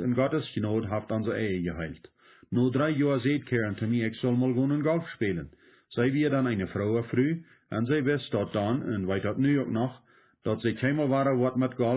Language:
Plautdietsch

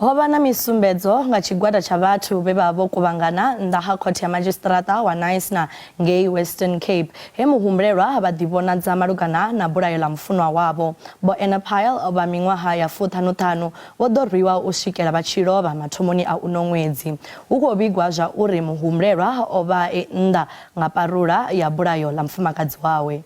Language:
Venda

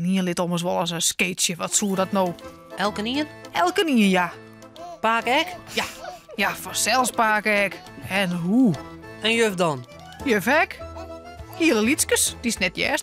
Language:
Western Frisian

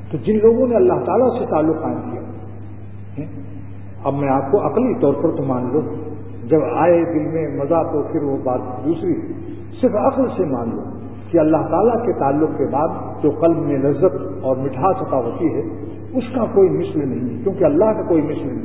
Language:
Urdu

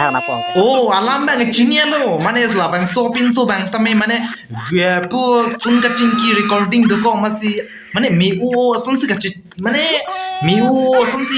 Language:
Karbi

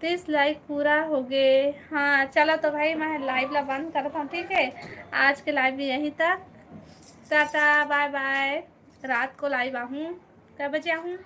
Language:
Chhattisgarhi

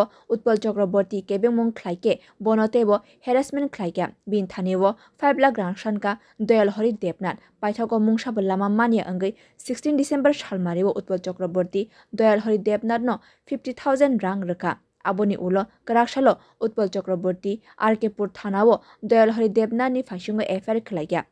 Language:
Kok Borok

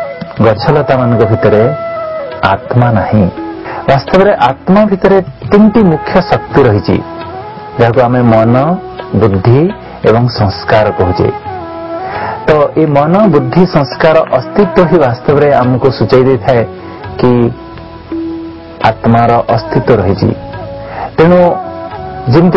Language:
Odia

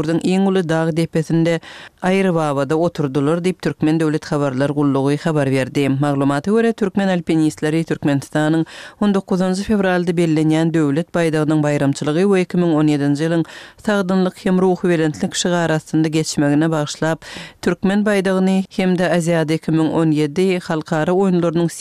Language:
Turkmen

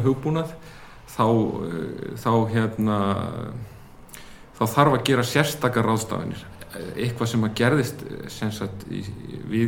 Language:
Icelandic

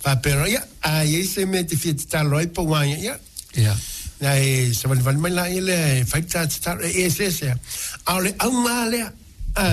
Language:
Samoan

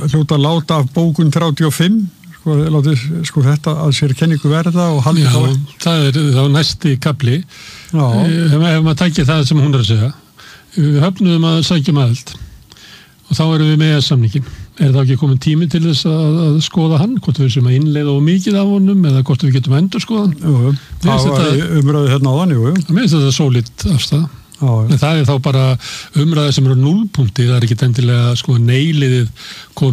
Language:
Icelandic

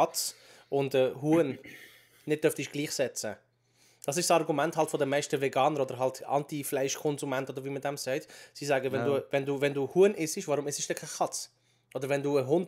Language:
Swiss German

